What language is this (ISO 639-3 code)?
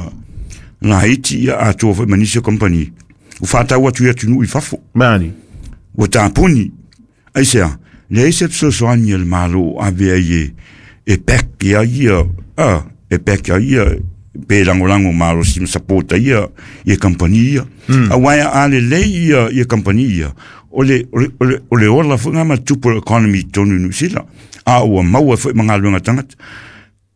smo